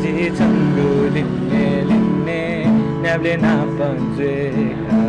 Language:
Newari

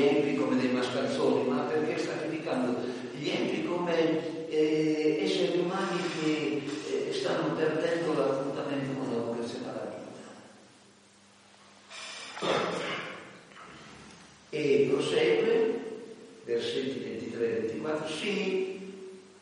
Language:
Italian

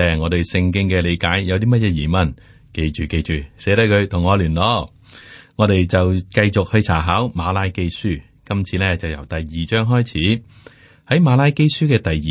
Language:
Cantonese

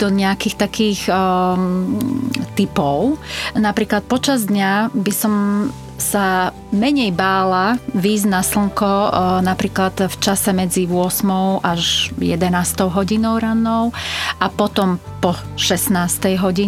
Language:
Slovak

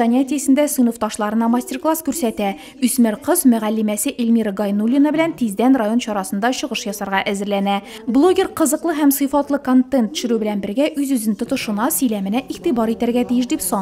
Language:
Tatar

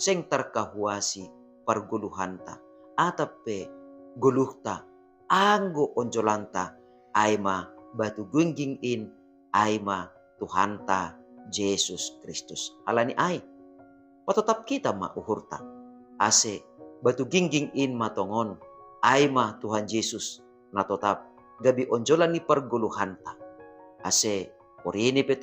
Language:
Batak Simalungun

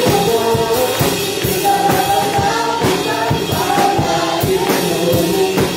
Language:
Filipino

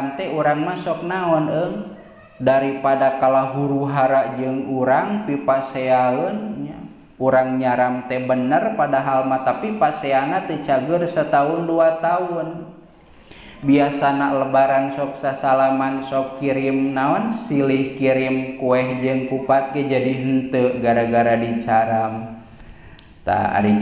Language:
Sundanese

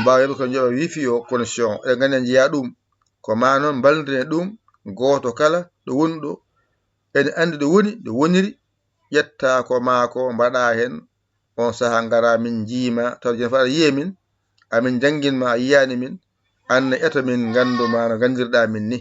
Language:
Fula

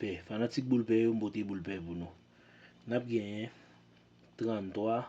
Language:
Haitian Creole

